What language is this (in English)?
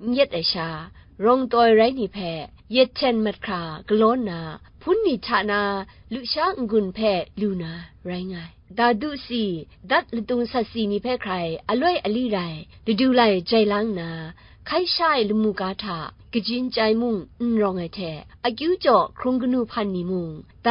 Kachin